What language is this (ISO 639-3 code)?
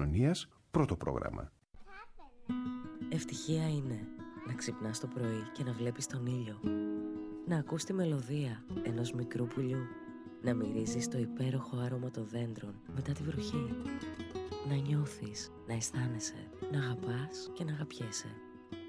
ell